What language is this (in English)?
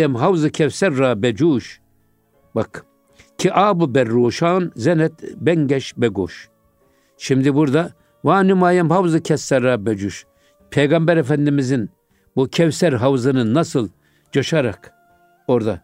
Turkish